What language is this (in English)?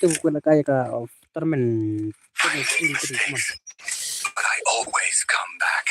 Khasi